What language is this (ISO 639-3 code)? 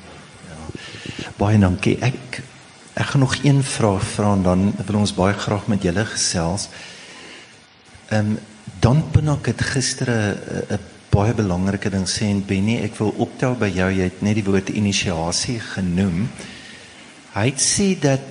afr